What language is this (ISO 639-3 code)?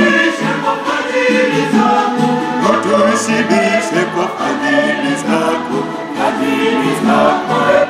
swa